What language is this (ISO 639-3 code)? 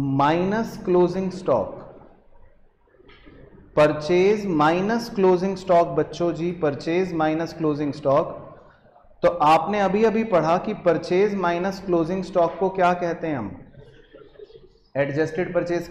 hin